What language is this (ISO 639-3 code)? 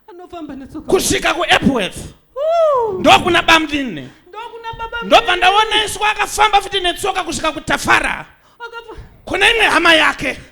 sna